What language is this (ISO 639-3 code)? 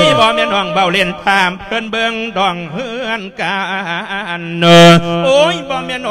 lao